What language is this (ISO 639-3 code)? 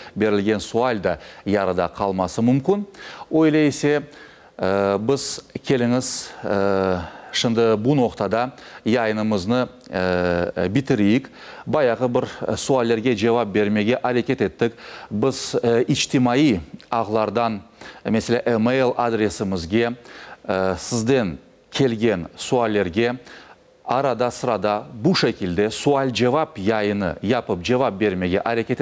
crh